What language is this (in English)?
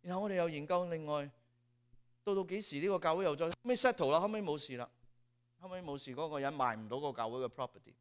Cantonese